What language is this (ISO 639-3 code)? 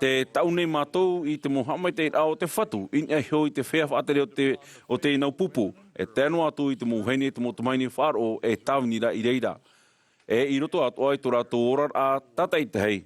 tah